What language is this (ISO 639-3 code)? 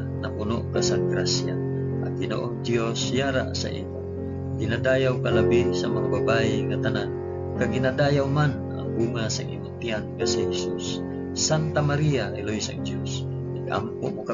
hil